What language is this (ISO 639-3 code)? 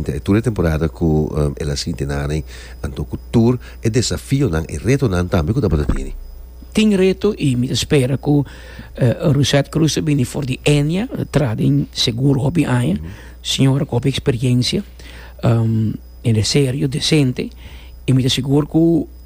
pap